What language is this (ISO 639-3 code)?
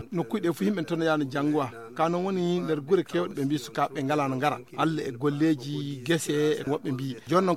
ful